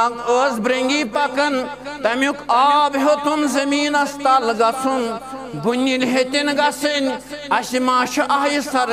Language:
Kashmiri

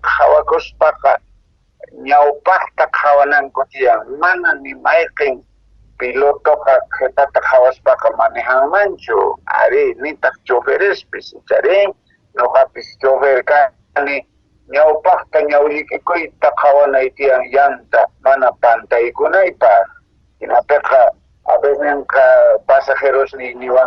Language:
Quechua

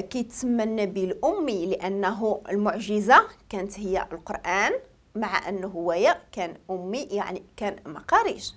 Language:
Moroccan Arabic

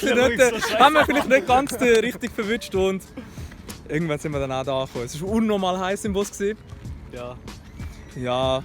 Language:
Swiss German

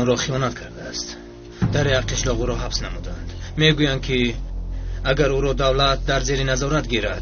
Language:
Tajik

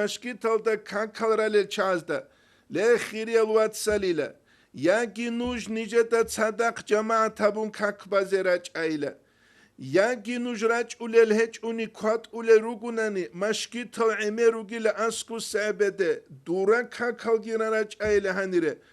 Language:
Avaric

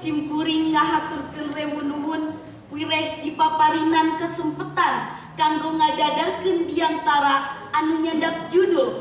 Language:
Sundanese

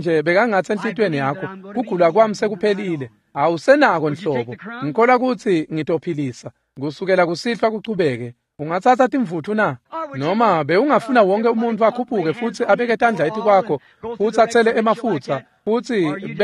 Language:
Swati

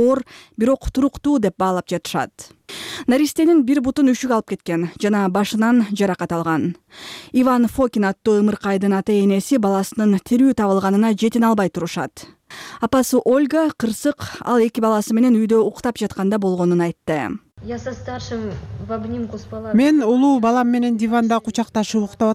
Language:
Kyrgyz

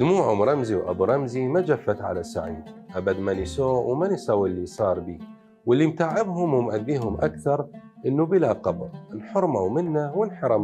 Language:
Mesopotamian Arabic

